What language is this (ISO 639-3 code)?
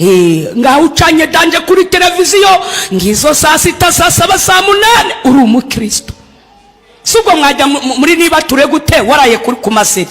kin